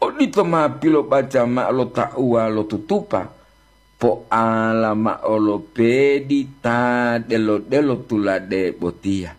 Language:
Gorontalo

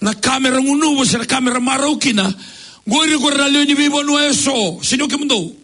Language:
Fijian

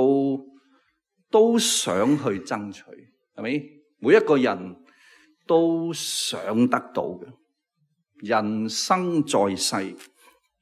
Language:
Cantonese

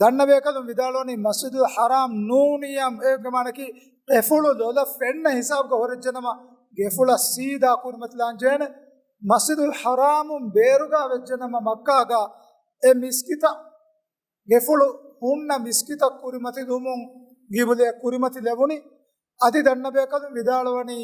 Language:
Divehi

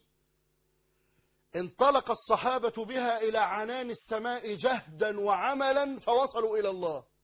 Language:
Arabic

